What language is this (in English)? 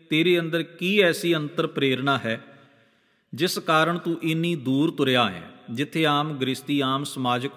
Punjabi